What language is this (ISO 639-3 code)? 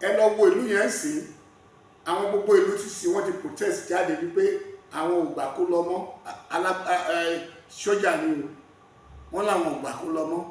yor